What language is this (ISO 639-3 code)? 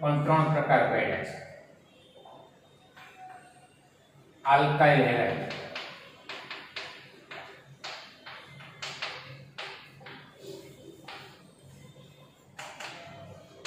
guj